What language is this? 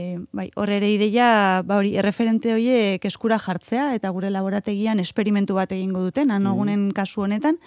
Basque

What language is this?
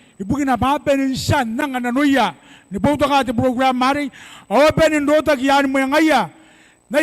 Gilbertese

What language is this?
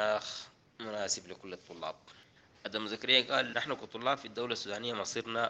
Sudanese Arabic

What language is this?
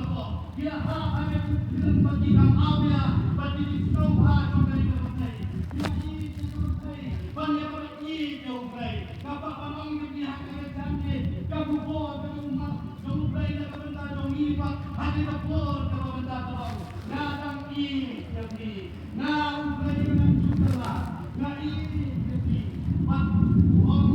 Khasi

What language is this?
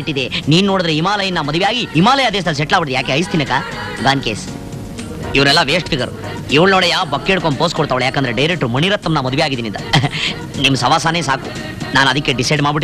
Kannada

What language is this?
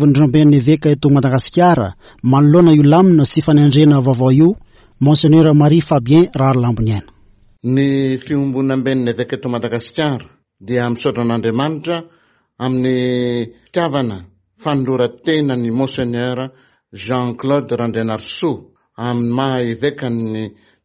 Malagasy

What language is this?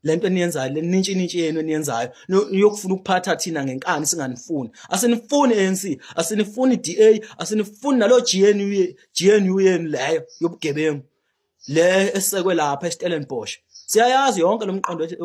Zulu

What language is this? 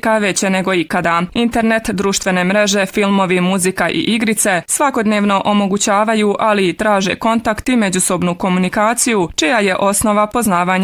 Bosnian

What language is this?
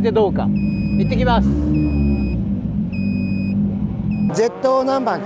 Japanese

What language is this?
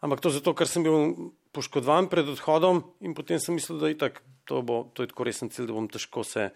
Slovenian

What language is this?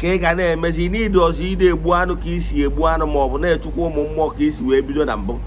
Igbo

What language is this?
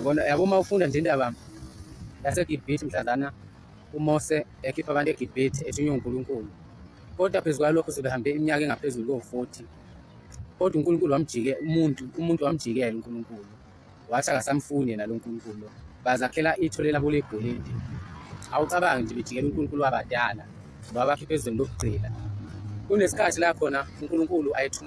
Zulu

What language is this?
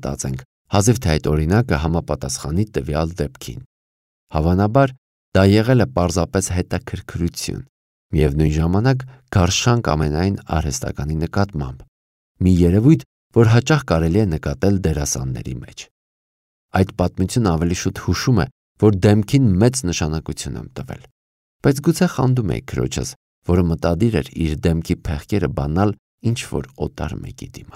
Armenian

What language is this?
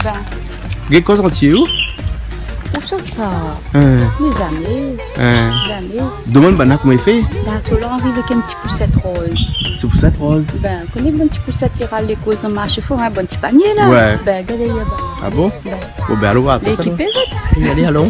Réunion Creole French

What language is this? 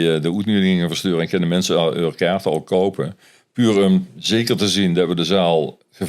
Limburgish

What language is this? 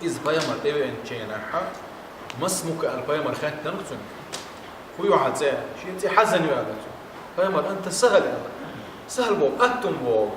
Chechen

